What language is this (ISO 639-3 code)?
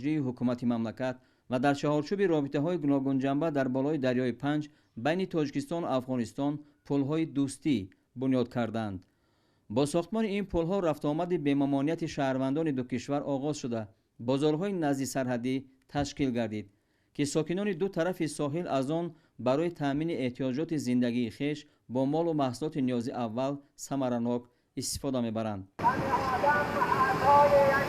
tgk